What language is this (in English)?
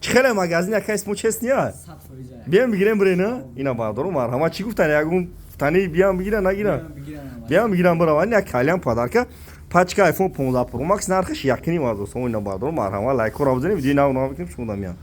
Tajik